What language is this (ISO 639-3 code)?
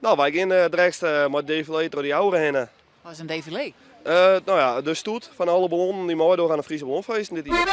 fry